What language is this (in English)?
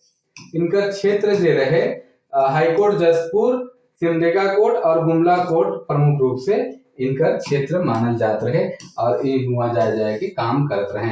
Sadri